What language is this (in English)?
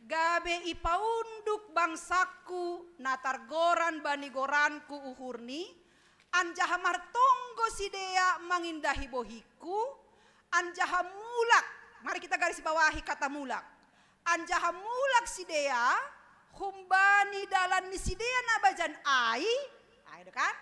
Batak Simalungun